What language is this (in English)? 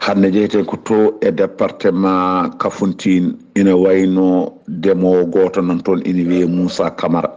Fula